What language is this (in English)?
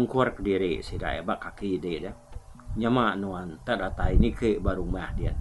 Iban